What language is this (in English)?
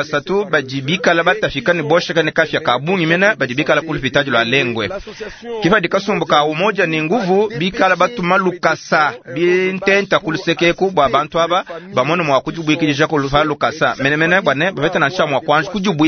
Luba-Lulua